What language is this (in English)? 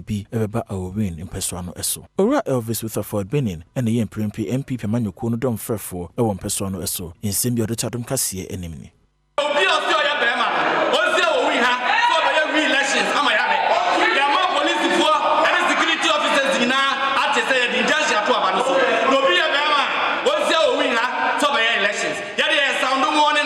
Akan